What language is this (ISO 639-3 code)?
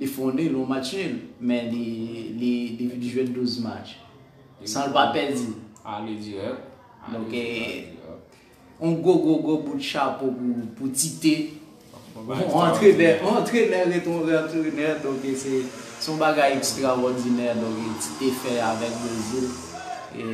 hat